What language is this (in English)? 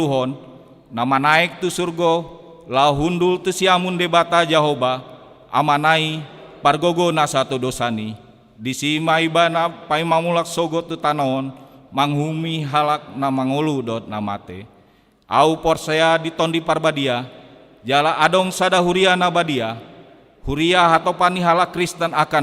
Batak Toba